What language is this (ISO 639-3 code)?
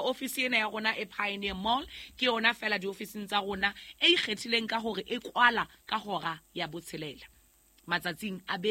sot